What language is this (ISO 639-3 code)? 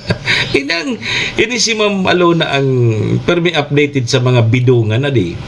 bik